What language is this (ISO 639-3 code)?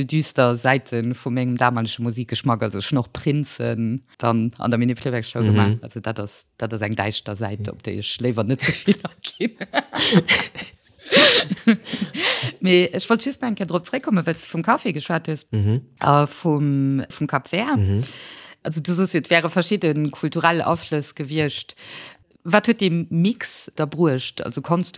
ltz